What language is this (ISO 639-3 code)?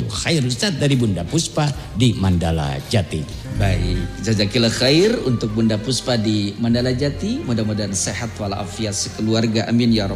ind